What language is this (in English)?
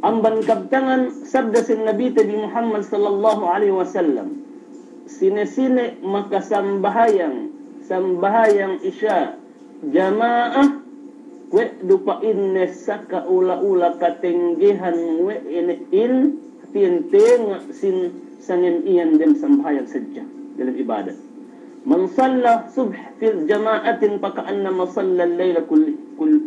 Yakan